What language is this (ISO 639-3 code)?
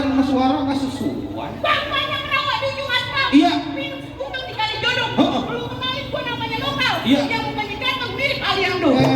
bew